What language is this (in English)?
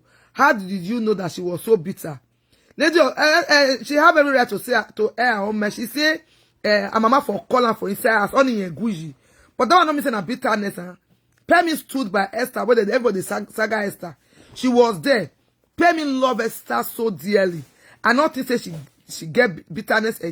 Nigerian Pidgin